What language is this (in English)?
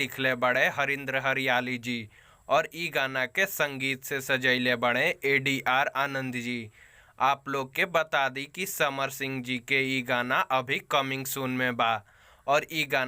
Bhojpuri